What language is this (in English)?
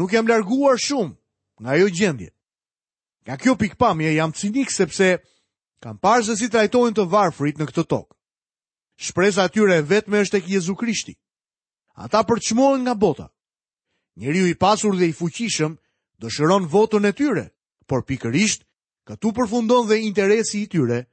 Albanian